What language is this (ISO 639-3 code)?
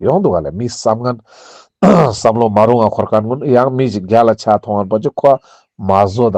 lbj